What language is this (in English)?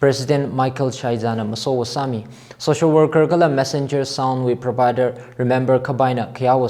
Tangkhul Naga (India)